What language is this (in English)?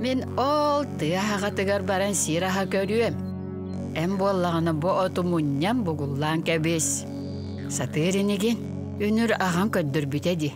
Yakut